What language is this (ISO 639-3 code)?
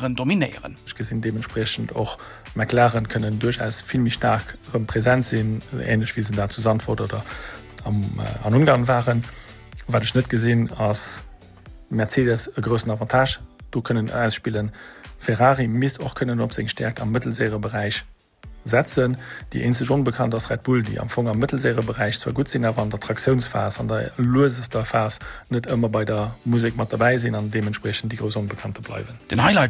ltz